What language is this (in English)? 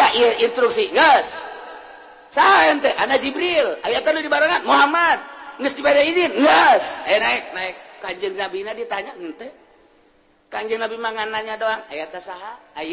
Sundanese